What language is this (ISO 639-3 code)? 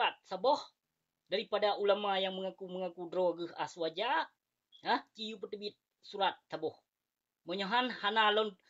ace